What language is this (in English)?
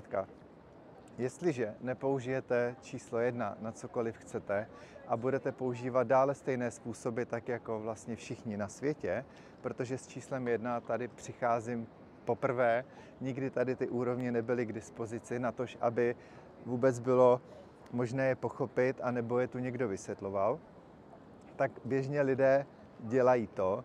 Czech